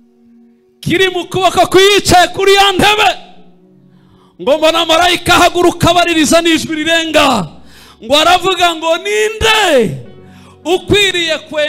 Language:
Kinyarwanda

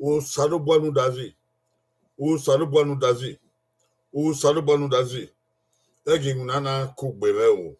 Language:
Bini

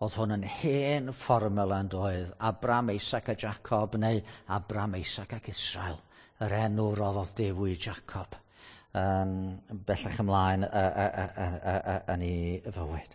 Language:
Welsh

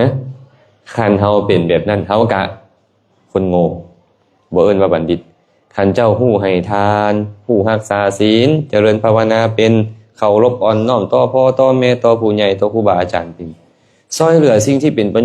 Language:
Lao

